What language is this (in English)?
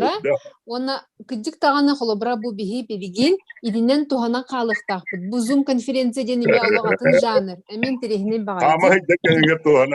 Yakut